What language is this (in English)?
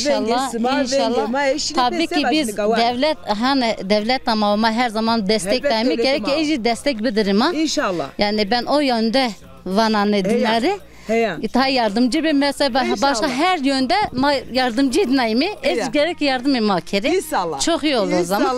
Zaza